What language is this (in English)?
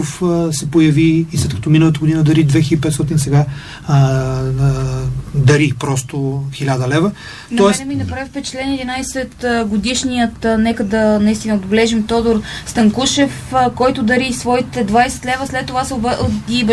Bulgarian